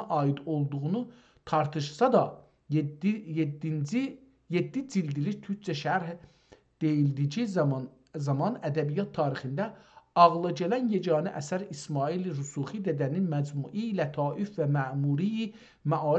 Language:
South Azerbaijani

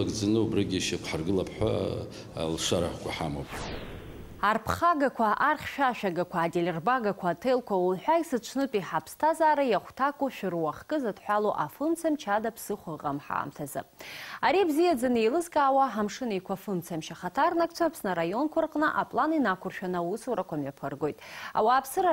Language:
Abkhazian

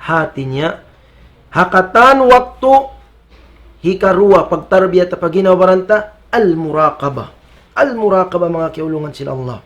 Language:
Tausug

